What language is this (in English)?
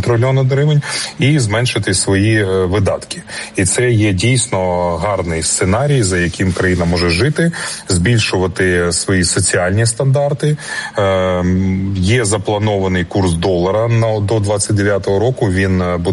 Ukrainian